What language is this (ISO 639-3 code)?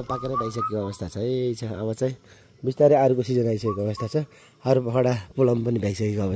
nep